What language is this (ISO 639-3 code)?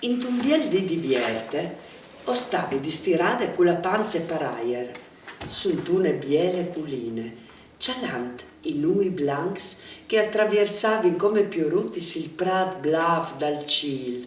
fur